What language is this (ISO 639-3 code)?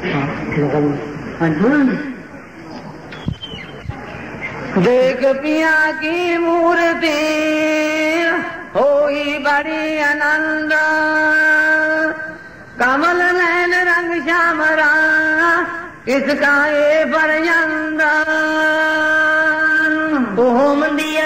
pan